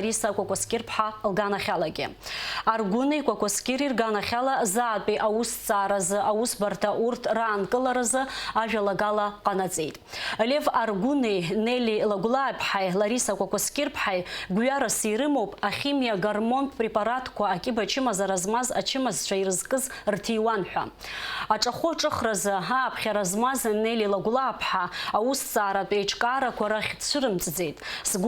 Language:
Abkhazian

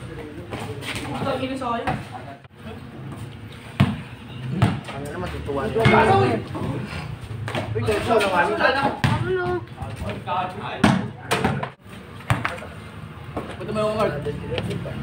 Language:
Filipino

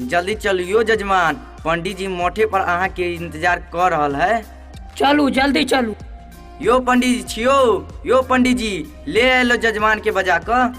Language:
Maithili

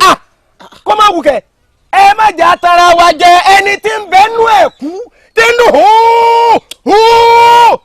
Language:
Yoruba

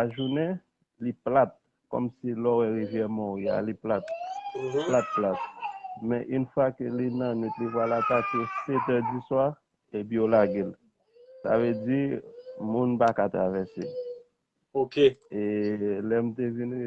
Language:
Haitian Creole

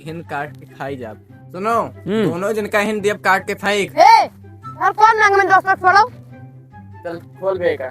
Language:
Awadhi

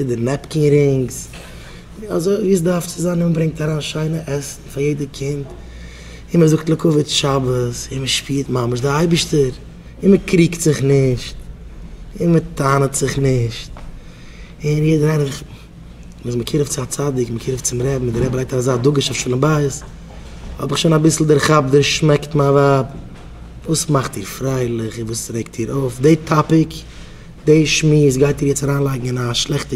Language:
Yiddish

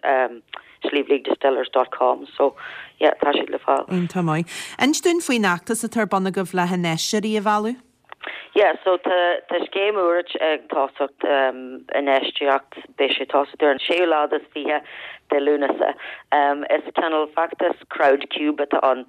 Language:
Irish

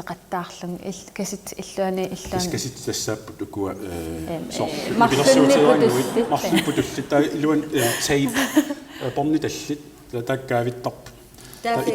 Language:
Kalaallisut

